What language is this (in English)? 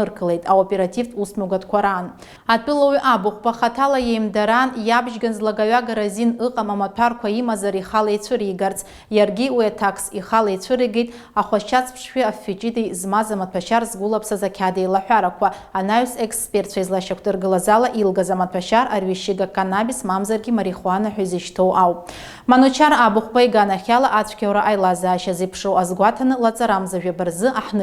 Abkhazian